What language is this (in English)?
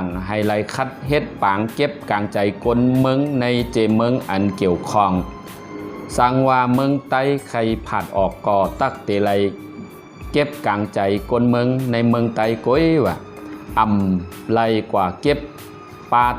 Shan